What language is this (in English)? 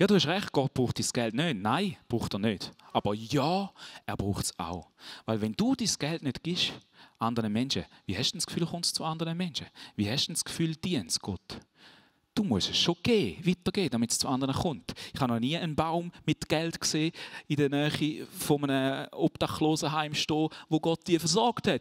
Swiss German